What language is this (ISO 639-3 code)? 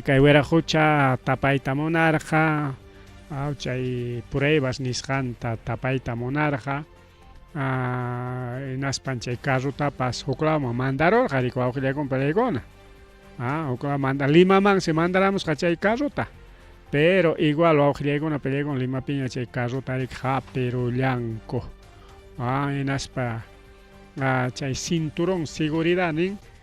quy